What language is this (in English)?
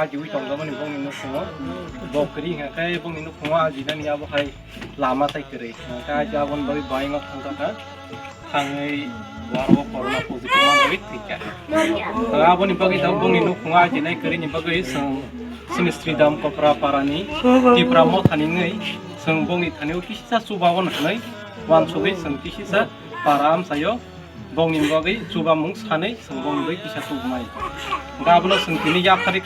Kok Borok